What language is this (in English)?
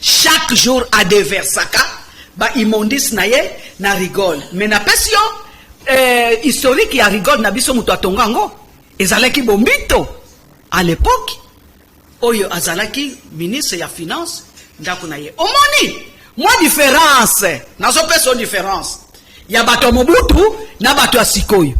Lingala